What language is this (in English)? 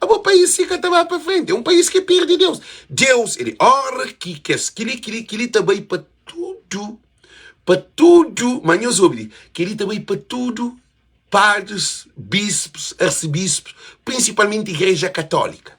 Kabuverdianu